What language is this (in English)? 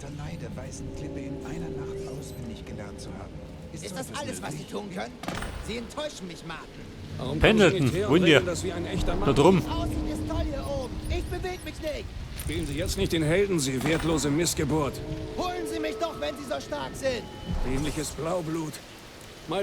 Bavarian